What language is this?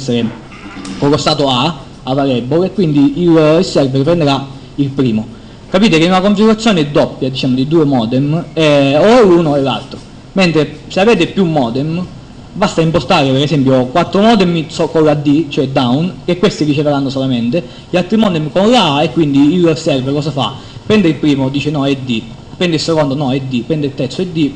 Italian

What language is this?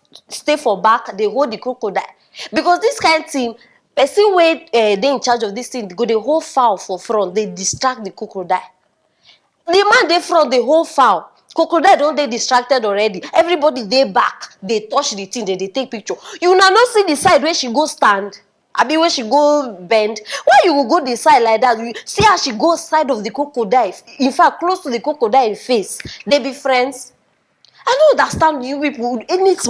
Nigerian Pidgin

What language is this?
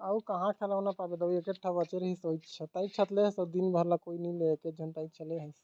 Chhattisgarhi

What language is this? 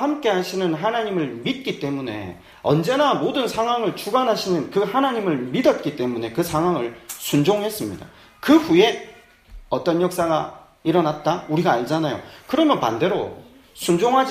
Korean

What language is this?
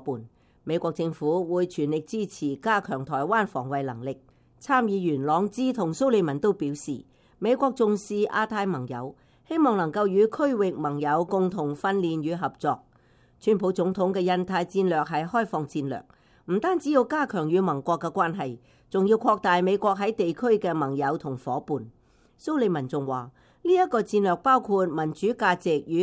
Cantonese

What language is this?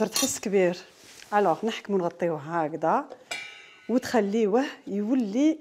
Algerian Arabic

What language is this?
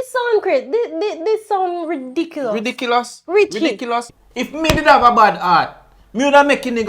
Jamaican Creole English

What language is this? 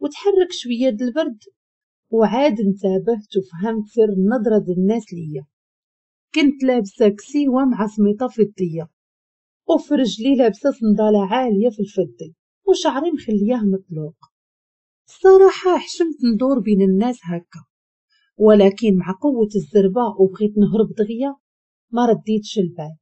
Moroccan Arabic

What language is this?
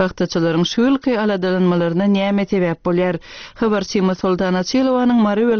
Turkmen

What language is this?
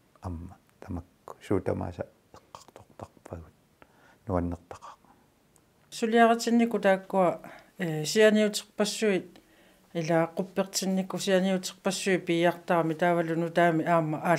Kalaallisut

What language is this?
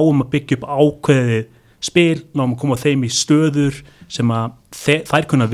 Icelandic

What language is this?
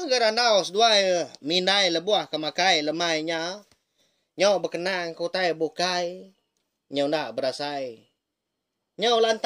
Iban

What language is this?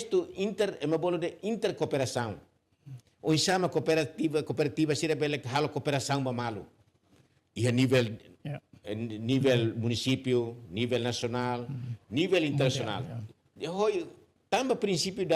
Tetum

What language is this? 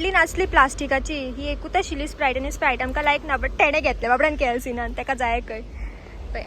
Konkani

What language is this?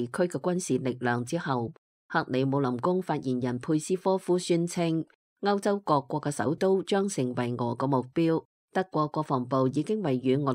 Cantonese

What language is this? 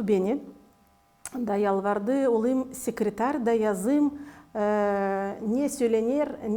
Gagauz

